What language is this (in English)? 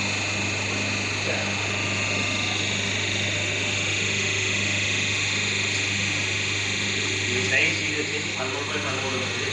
Telugu